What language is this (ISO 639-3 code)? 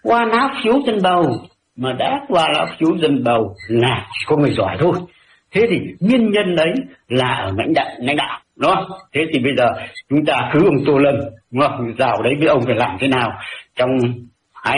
vie